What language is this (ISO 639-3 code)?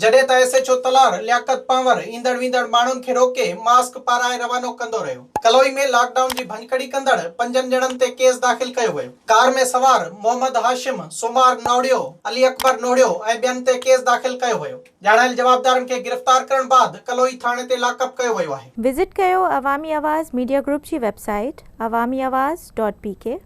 snd